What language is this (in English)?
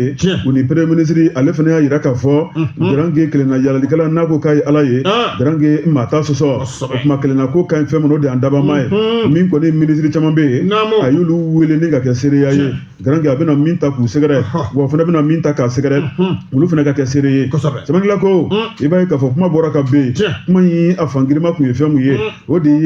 Bambara